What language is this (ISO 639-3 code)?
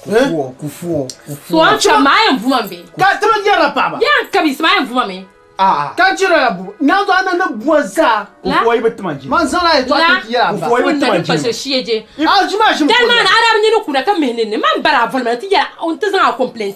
dag